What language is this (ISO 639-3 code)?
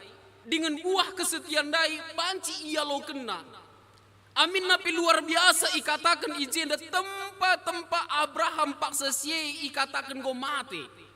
btx